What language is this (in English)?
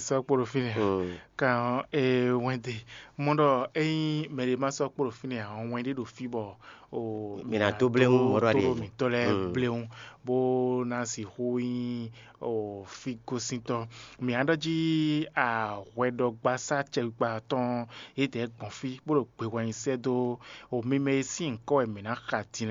Fon